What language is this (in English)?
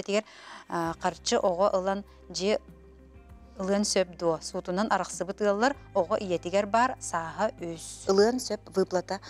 Yakut